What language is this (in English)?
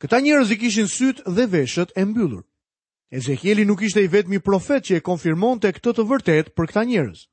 Albanian